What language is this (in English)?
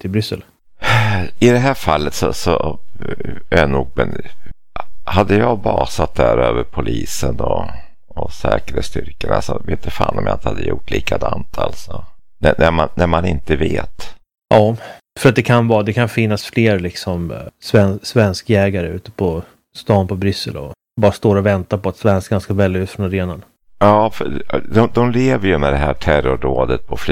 Swedish